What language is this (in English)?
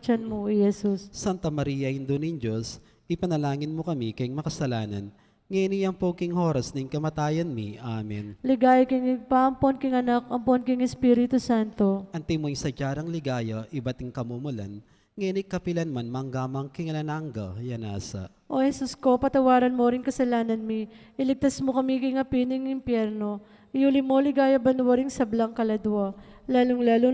Pampanga